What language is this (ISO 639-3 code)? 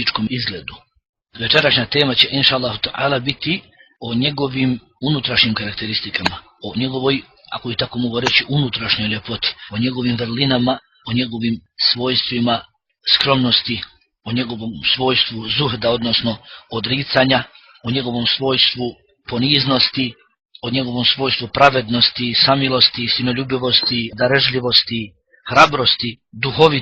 bos